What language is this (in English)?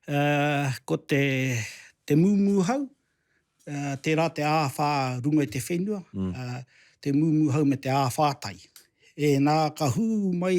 Māori